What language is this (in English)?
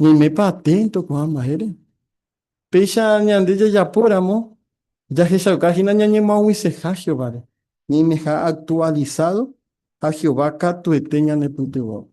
Guarani